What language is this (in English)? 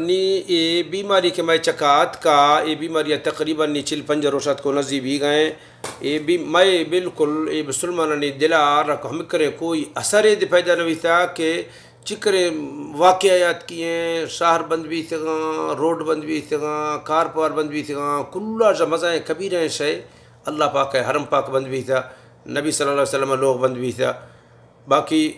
Baluchi